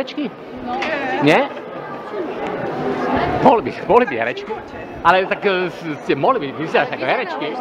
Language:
Slovak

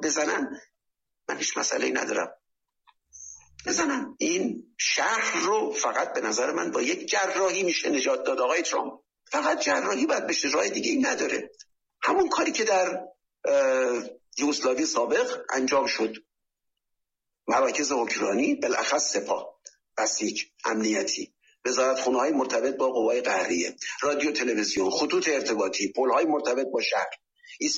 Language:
Persian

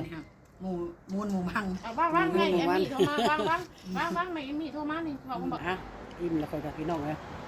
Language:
Northeastern Thai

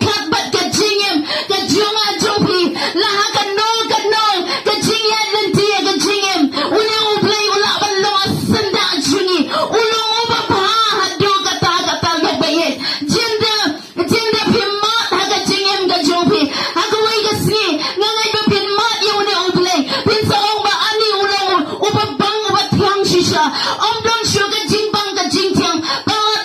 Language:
Khasi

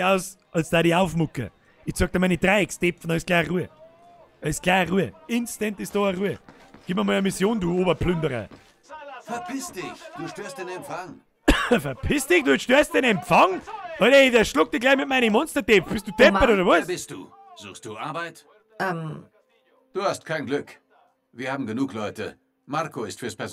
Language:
Bavarian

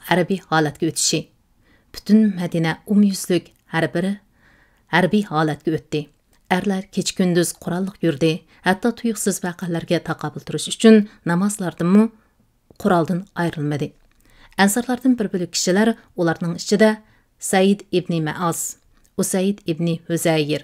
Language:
Uyghur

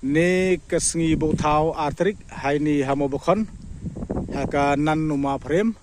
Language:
Pnar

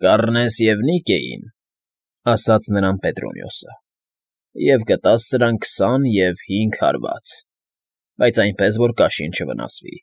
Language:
Armenian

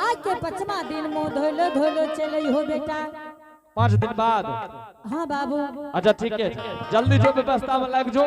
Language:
Angika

